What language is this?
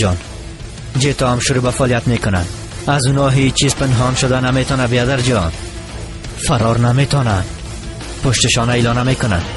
Persian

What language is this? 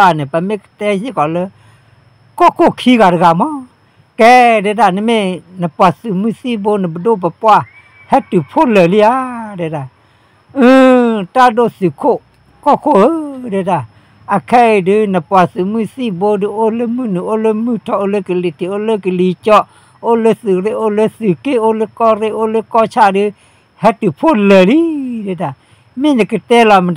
S'gaw Karen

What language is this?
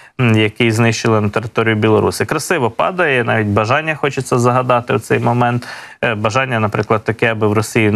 Ukrainian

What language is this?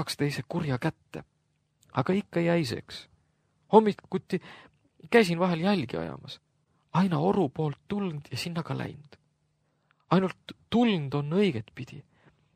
Estonian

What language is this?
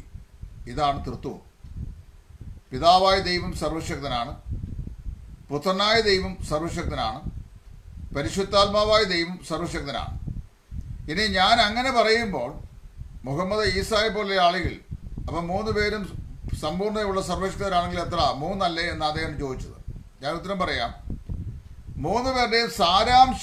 Malayalam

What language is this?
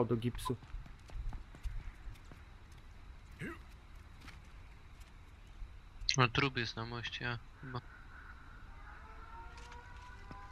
Polish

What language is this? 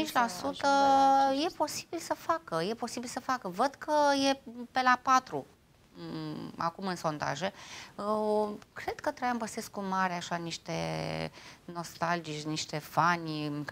Romanian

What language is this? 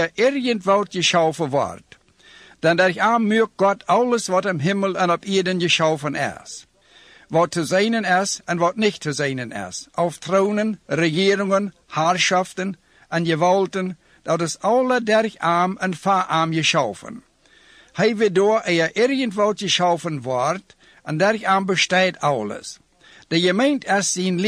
Plautdietsch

